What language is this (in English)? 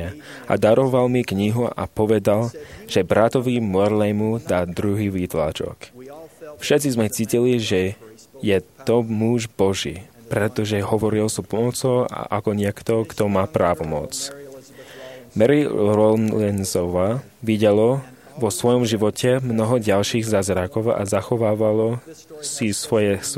Slovak